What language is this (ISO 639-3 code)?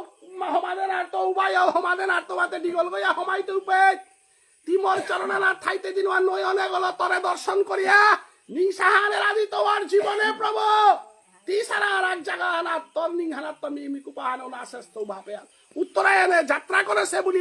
bpy